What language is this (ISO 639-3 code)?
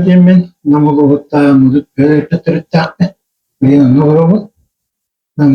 sah